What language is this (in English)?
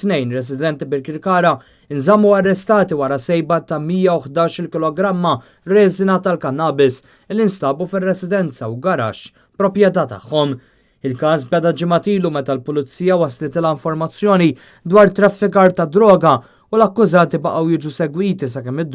Maltese